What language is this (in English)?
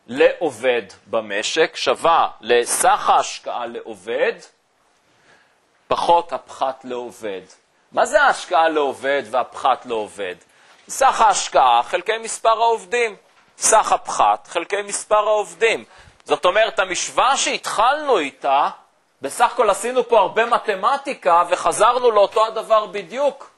Hebrew